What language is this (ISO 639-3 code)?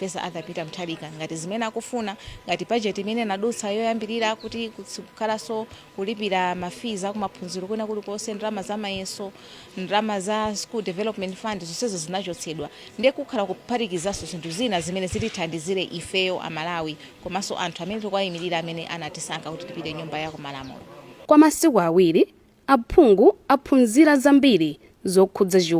nya